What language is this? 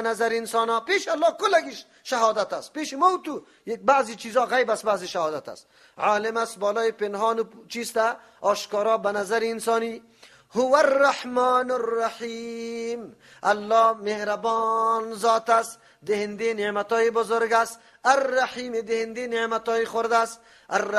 Persian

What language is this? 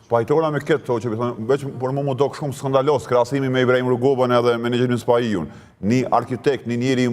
Albanian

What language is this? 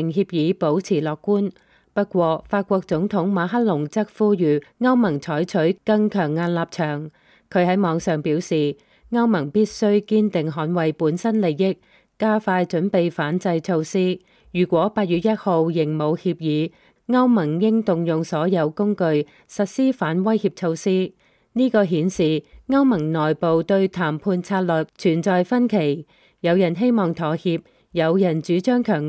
Cantonese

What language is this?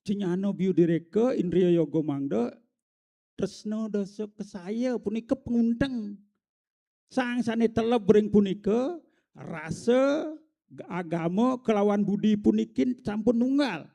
Balinese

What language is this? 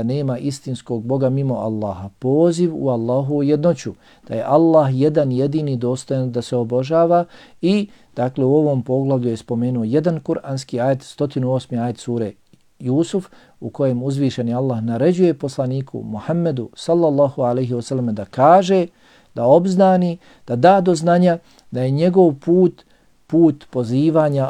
Bosnian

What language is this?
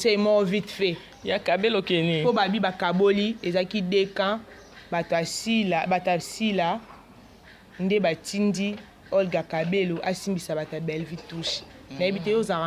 Lingala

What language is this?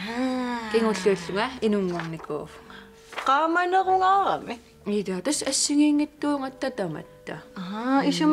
Kalaallisut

